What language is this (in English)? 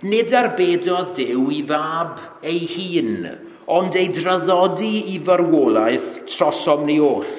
Welsh